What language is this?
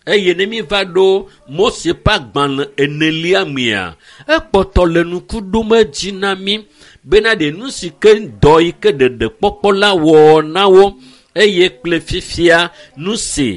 Ewe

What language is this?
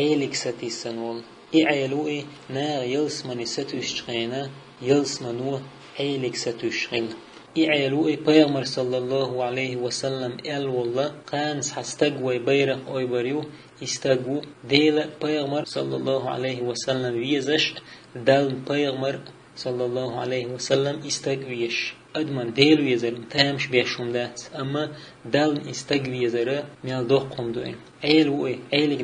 Chechen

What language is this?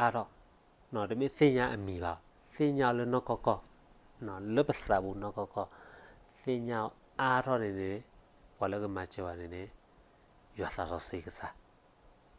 S'gaw Karen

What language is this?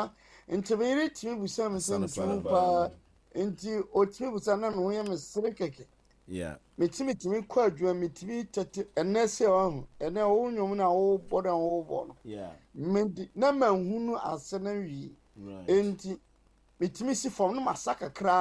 Akan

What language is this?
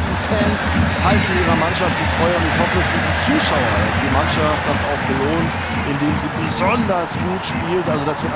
Bavarian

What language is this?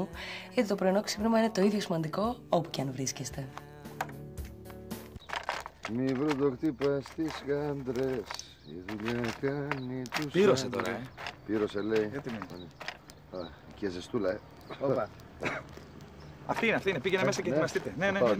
Greek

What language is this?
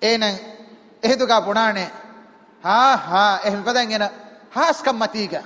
Divehi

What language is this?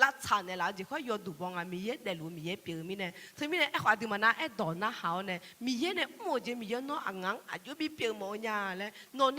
Akha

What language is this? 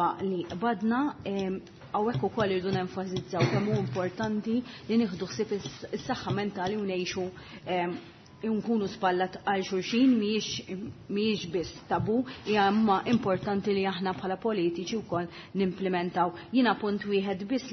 Maltese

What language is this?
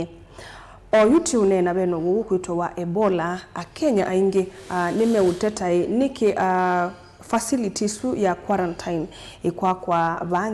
Kamba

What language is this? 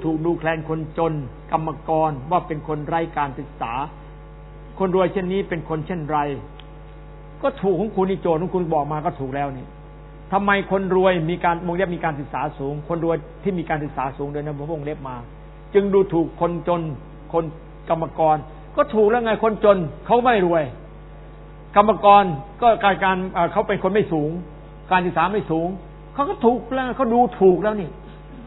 Thai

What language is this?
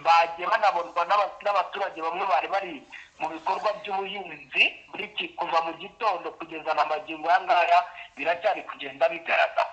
Kinyarwanda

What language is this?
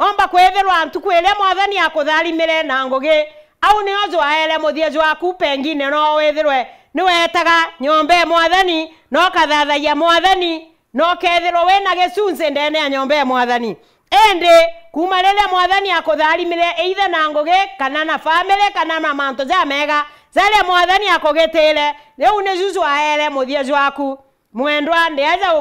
Meru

